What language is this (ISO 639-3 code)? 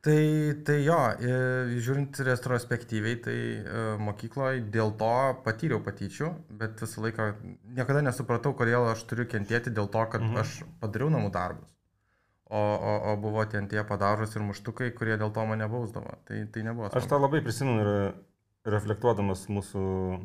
lit